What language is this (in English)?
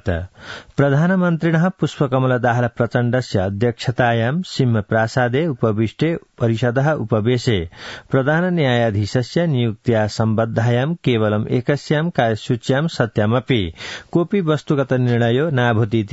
Sanskrit